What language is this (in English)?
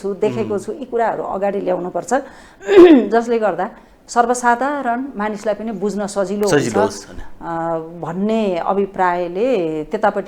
Nepali